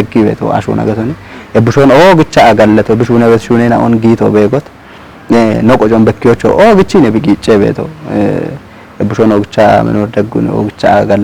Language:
Kafa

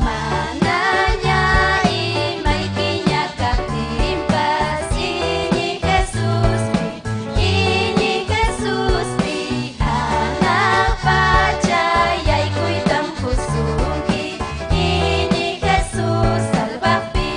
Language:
Ayacucho Quechua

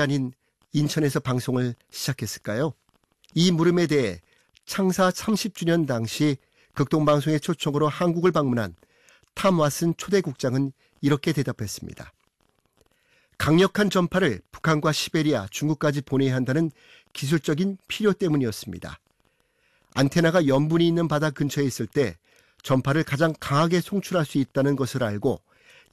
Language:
Korean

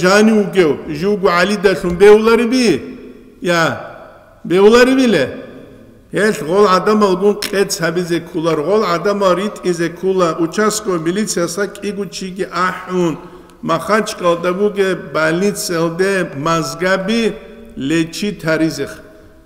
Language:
Avaric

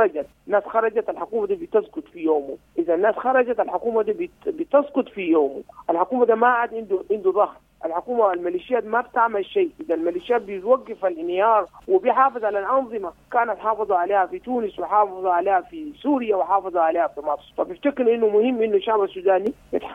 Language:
Sudanese Arabic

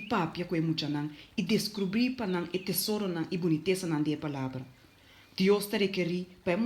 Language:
Papiamento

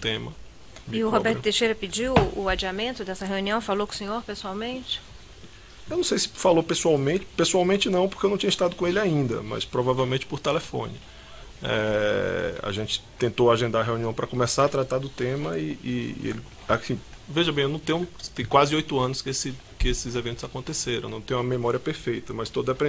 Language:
Portuguese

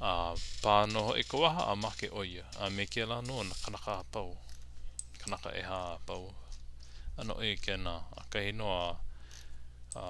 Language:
Hawaiian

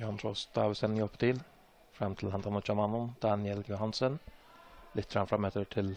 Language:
Faroese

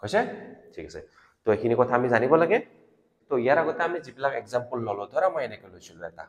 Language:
Assamese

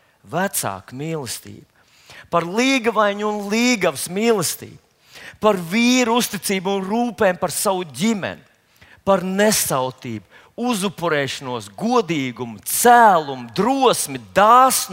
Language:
Latvian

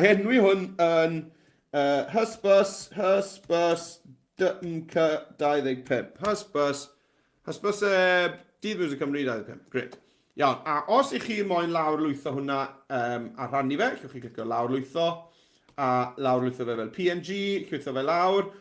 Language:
Welsh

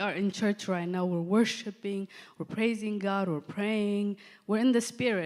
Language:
English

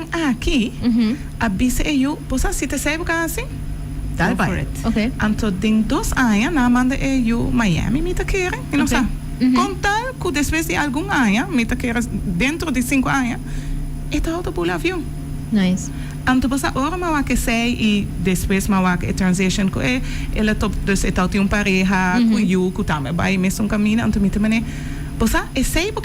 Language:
Papiamento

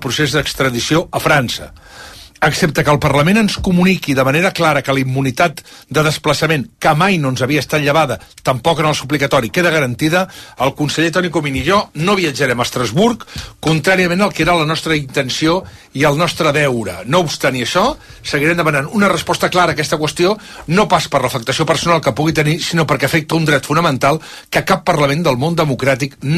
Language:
Catalan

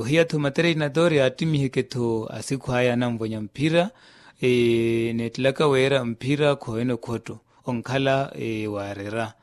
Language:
Makhuwa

